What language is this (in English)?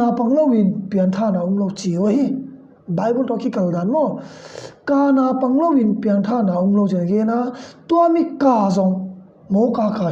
Tedim Chin